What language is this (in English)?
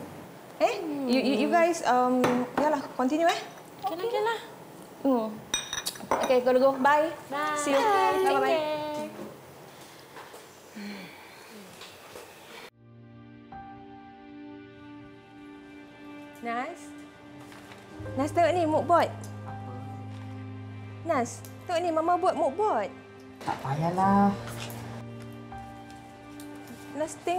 Malay